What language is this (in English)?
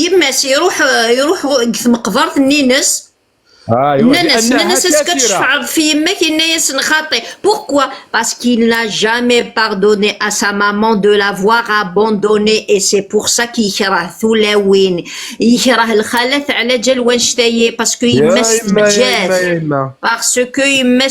Kabyle